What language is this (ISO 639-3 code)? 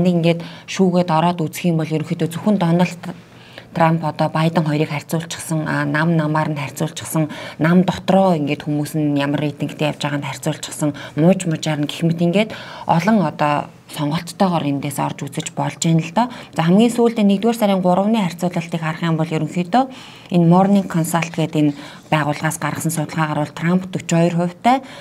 mon